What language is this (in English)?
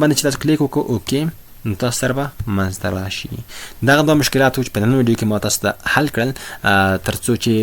Pashto